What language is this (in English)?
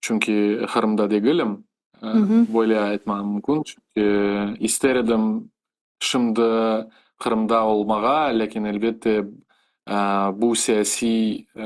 Crimean Tatar